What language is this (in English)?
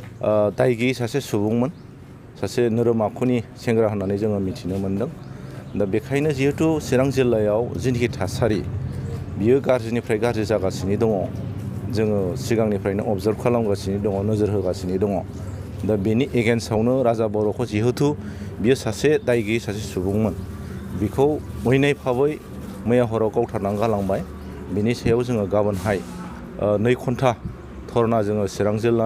Bodo